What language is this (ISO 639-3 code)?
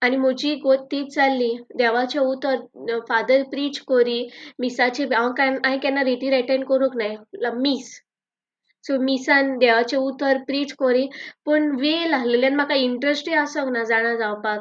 kok